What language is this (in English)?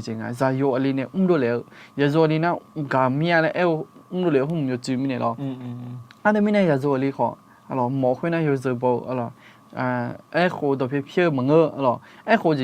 Akha